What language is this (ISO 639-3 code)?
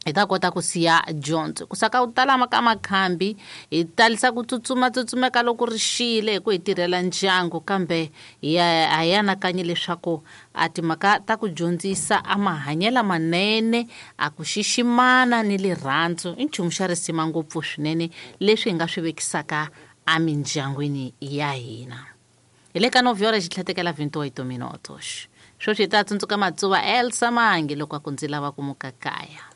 tso